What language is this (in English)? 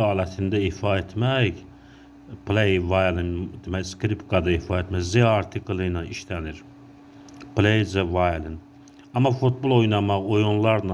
Azerbaijani